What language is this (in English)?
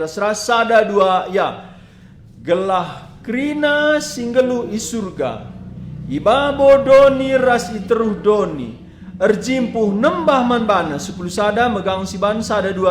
Batak Karo